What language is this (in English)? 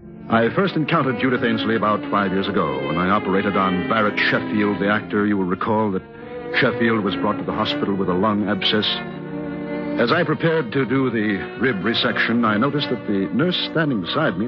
English